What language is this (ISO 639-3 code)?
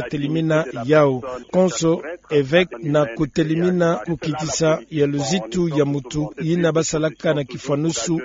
ktu